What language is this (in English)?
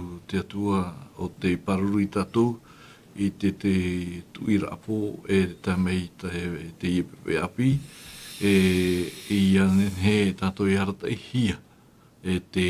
Tahitian